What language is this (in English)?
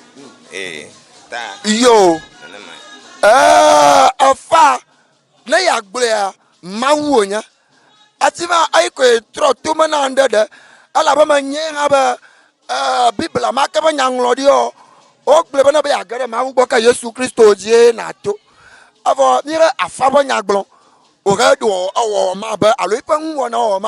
Ewe